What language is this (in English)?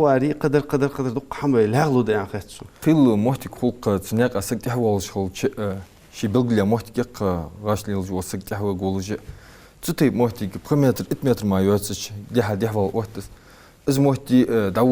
Ingush